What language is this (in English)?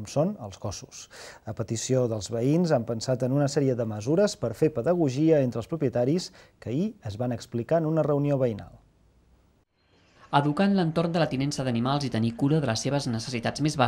Catalan